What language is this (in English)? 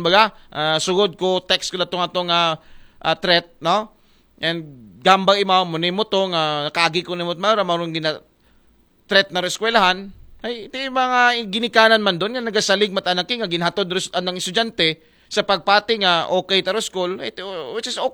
Aklanon